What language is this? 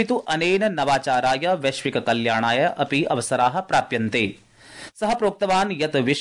Sanskrit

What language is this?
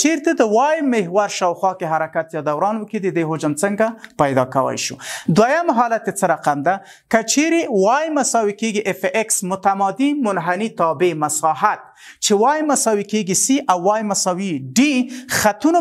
Pashto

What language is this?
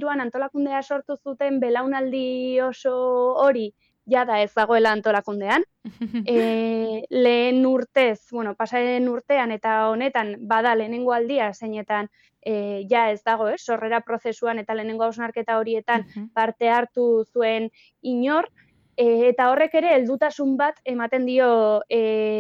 Basque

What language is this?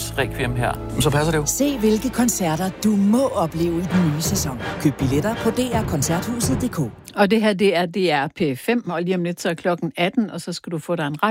Danish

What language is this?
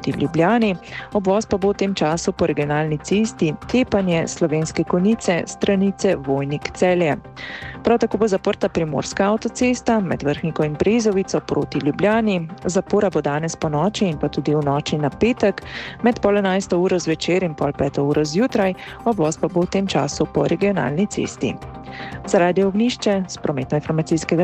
Slovenian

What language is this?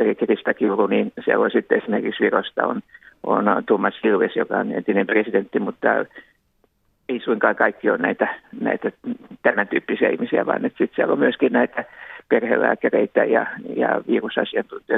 Finnish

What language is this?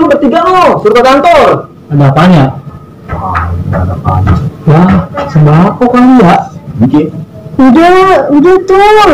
Betawi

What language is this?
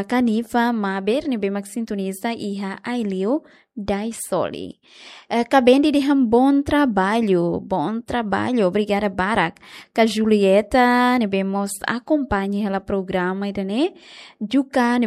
Tetum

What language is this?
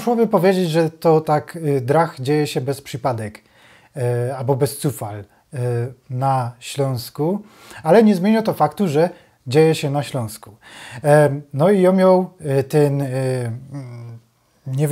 Silesian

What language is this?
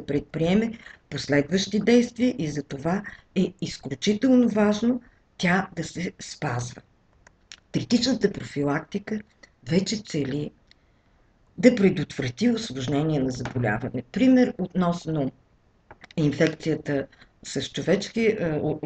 Bulgarian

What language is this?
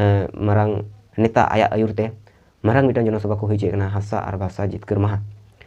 Santali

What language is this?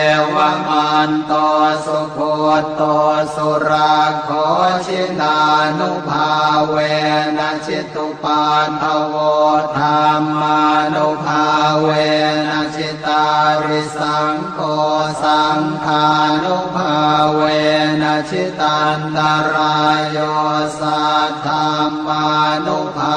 Pali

